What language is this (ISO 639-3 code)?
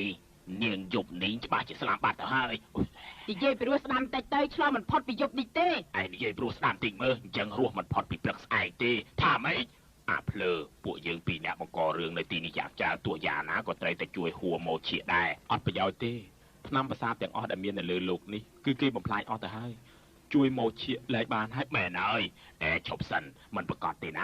khm